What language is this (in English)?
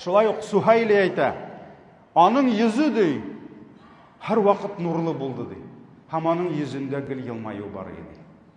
Tatar